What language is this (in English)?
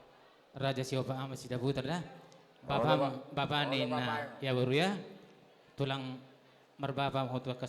Batak Toba